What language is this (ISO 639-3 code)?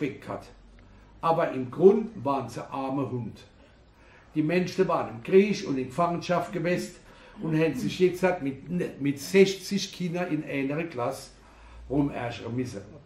pfl